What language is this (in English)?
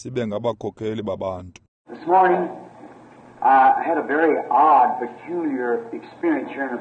Xhosa